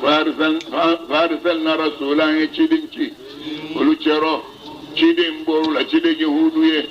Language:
Bambara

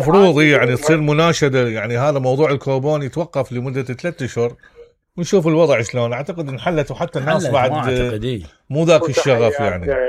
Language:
Mesopotamian Arabic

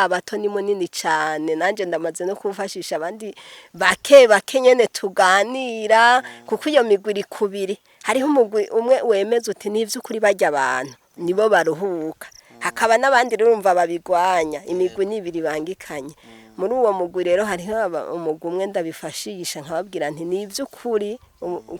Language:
Rundi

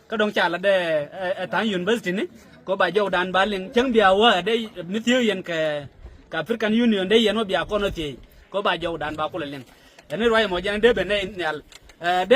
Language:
Nuer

